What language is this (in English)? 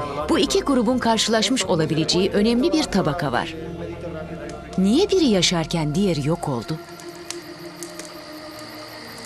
Turkish